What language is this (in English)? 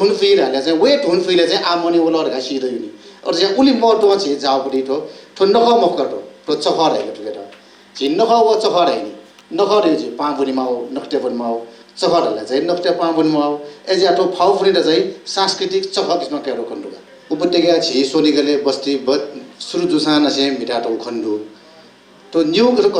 Newari